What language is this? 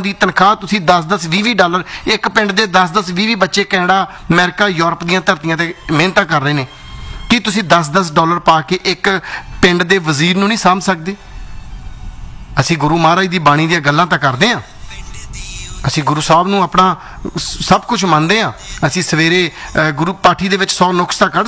Punjabi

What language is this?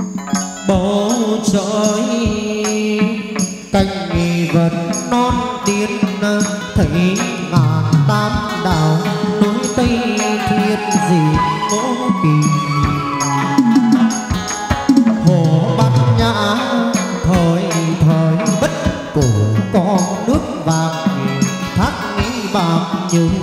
Vietnamese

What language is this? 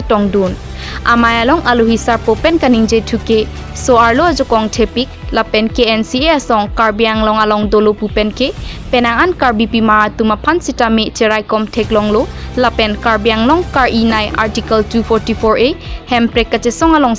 Karbi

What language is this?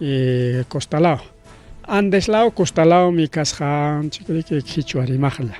Ayacucho Quechua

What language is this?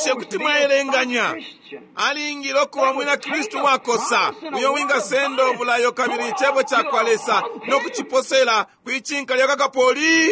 Bemba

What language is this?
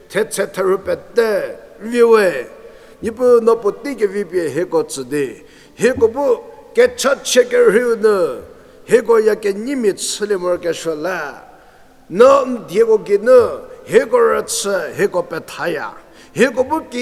Angami Naga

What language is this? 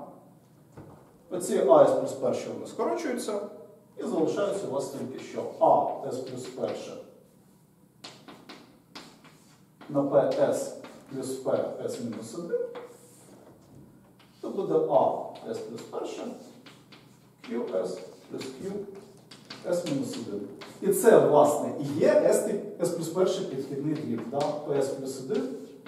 Ukrainian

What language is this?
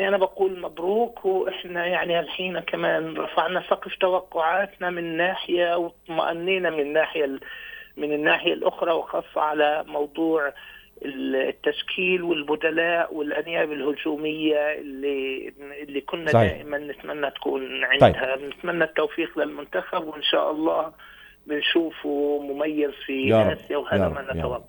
North Levantine Arabic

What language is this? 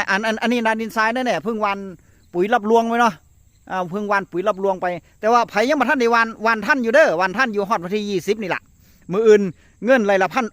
Northeastern Thai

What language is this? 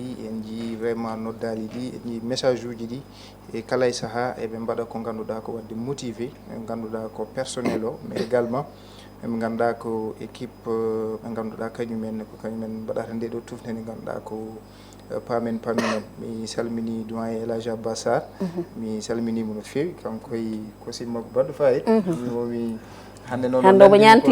Fula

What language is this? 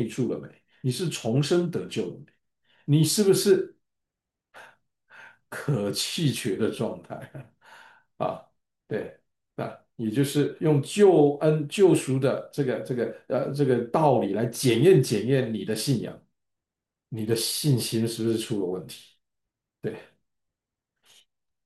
Chinese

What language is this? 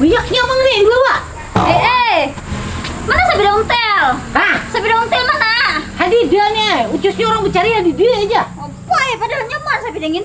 Banjar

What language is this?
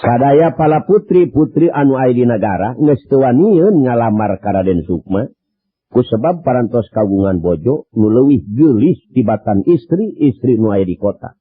Sundanese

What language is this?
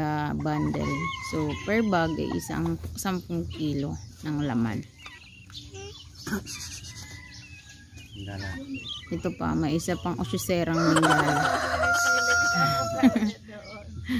Filipino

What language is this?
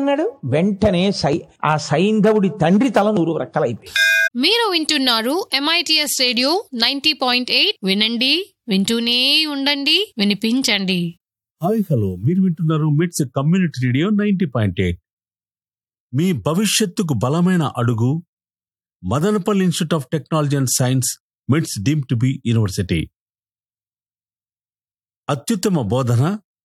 Telugu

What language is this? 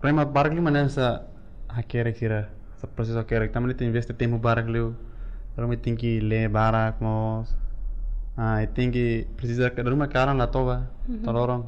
Tetum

